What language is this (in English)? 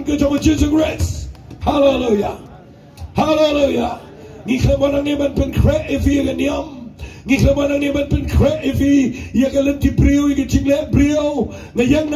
Khasi